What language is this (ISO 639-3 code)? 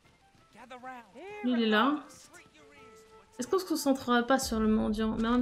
fra